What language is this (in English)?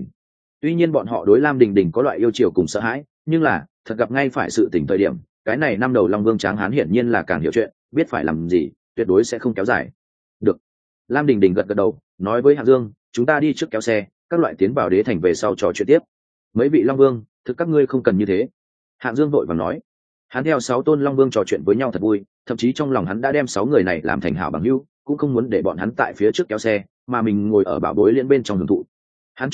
Vietnamese